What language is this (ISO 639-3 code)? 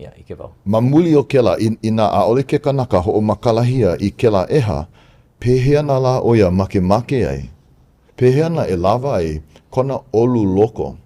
haw